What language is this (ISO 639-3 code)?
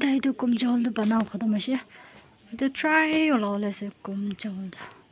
nag